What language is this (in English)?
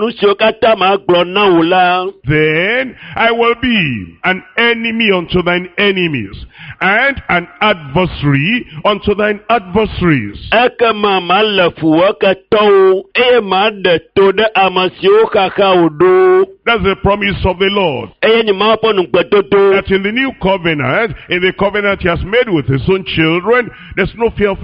Ewe